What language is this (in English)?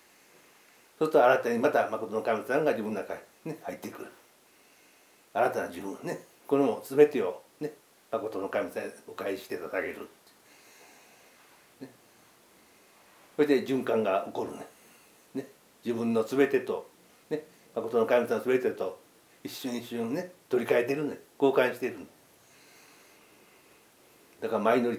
Japanese